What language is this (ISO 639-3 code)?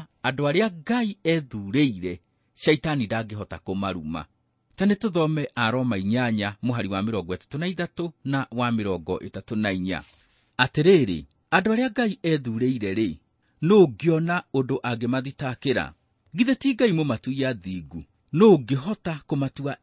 kik